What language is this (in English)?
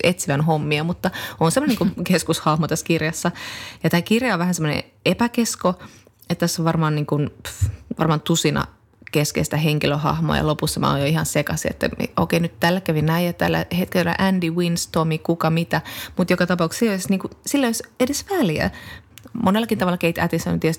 Finnish